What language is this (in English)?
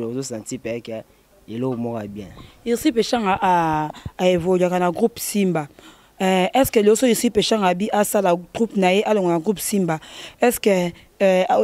Lingala